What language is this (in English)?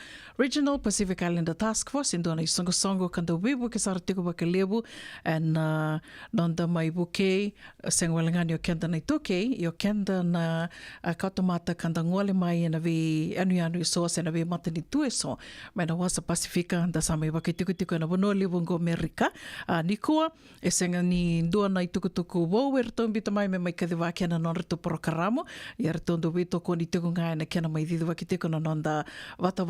Fijian